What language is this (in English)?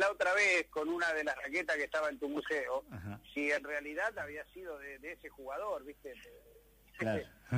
Spanish